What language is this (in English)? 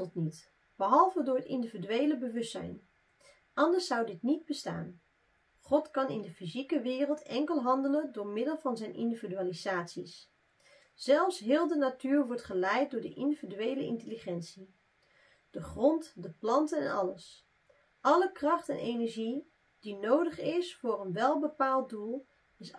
Dutch